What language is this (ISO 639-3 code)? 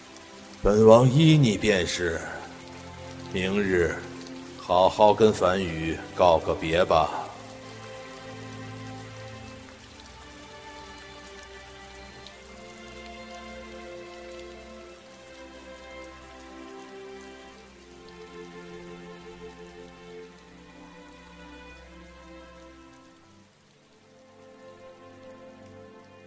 zho